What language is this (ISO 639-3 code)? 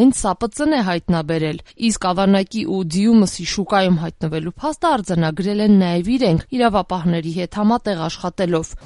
hye